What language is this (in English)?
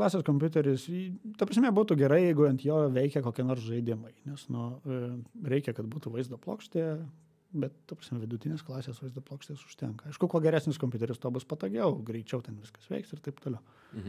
Lithuanian